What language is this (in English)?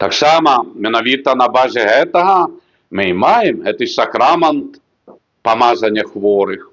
Belarusian